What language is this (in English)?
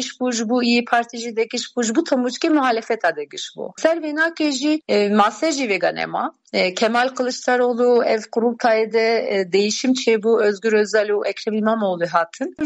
Kurdish